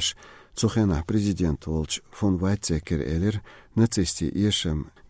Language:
Chechen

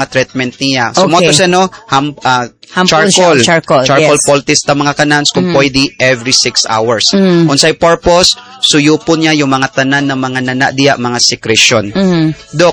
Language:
Cebuano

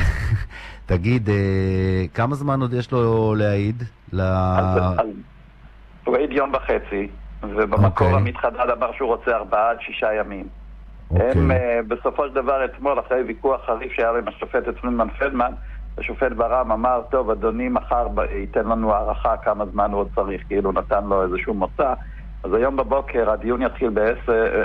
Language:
Hebrew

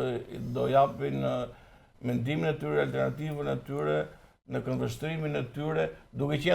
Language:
Albanian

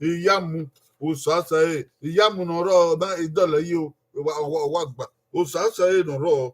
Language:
Bini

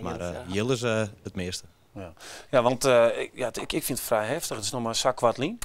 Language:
Western Frisian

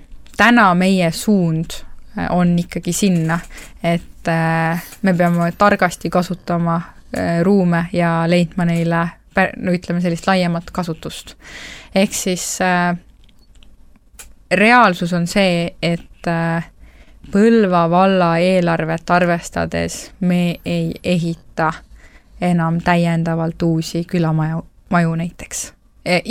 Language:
Estonian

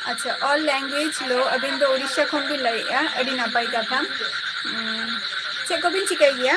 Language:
Santali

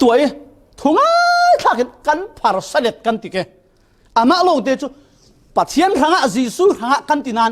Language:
Falam Chin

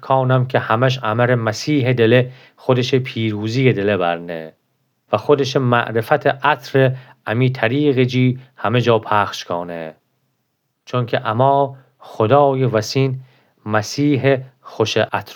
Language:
Gilaki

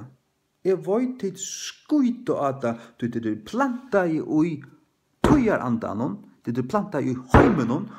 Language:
Faroese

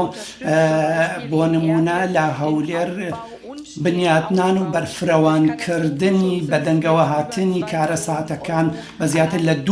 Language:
Central Kurdish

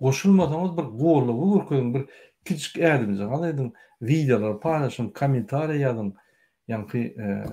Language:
Turkmen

